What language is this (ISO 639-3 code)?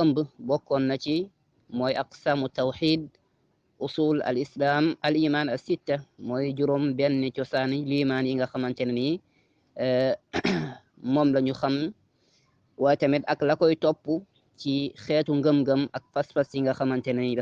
wol